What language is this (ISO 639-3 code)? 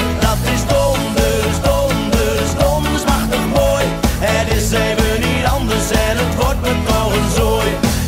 nld